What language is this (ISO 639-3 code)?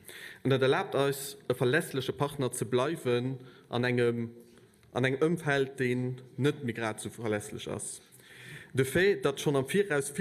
ltz